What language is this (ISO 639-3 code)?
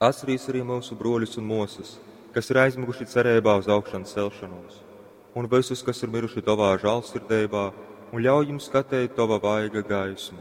ltg